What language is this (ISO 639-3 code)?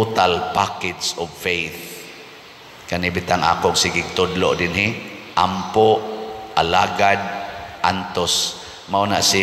ceb